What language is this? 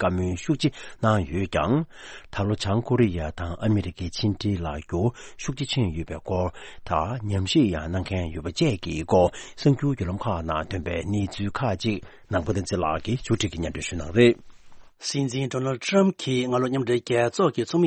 Tibetan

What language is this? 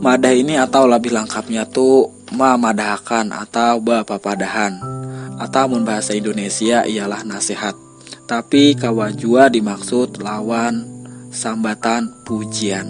Banjar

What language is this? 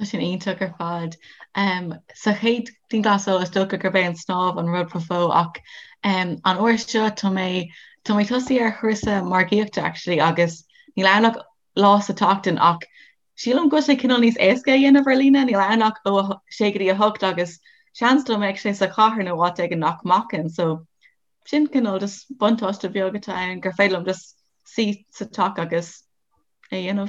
Irish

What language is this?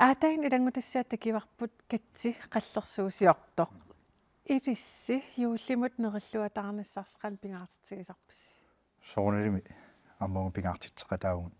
Kalaallisut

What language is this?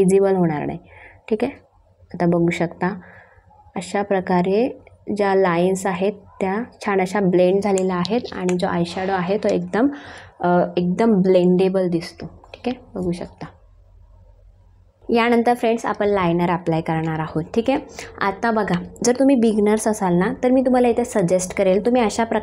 Marathi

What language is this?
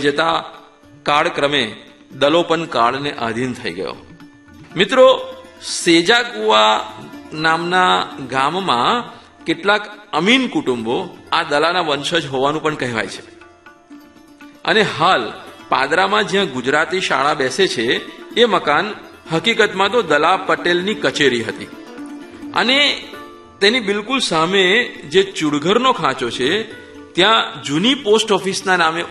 Gujarati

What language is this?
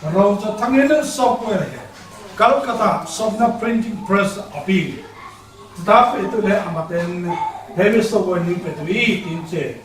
Falam Chin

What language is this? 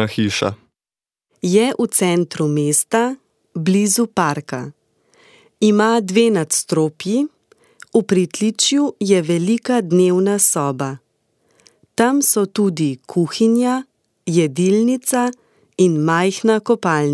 Slovenian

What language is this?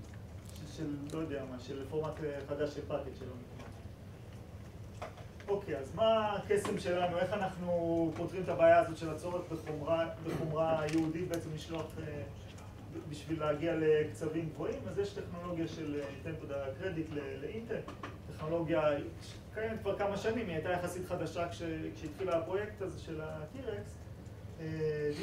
Hebrew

